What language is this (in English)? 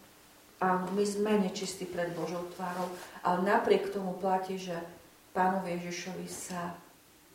Slovak